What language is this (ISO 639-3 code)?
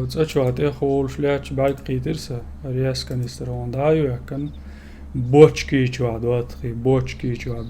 che